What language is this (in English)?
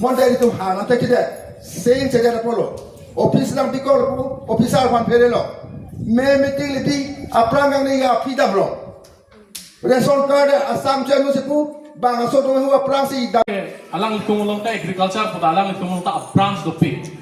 Karbi